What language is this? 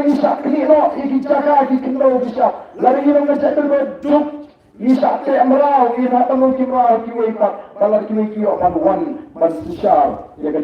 Khasi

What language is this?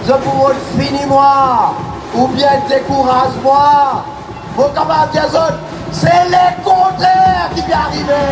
Morisyen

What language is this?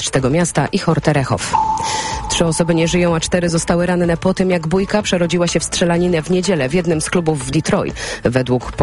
Polish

